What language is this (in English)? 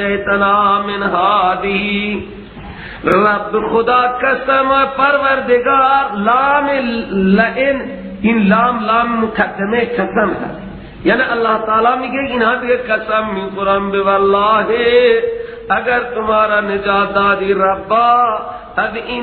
Persian